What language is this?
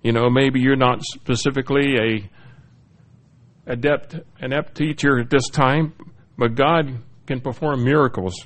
English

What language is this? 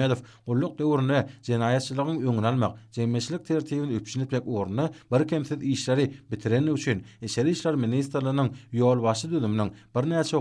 Turkmen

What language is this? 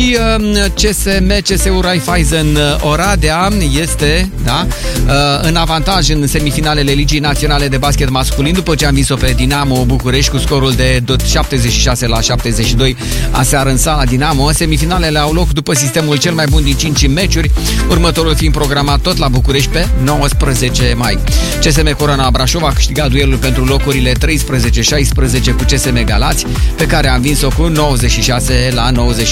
Romanian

